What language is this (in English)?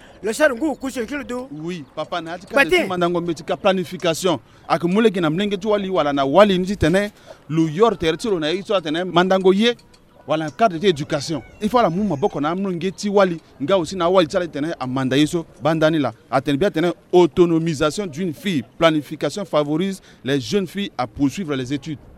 Sango